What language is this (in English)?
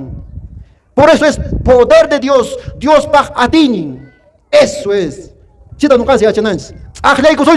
Quechua